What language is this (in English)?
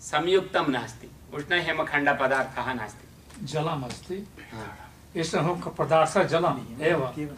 Sanskrit